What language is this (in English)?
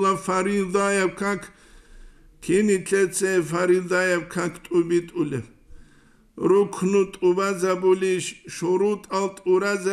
Avaric